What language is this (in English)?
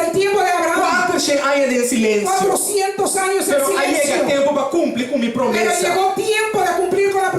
Papiamento